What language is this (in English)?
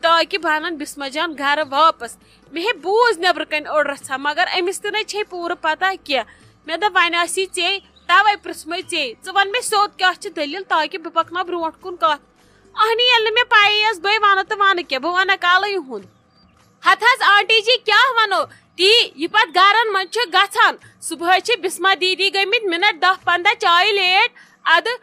Kashmiri